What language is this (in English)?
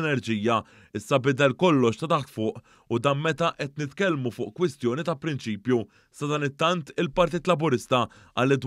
Maltese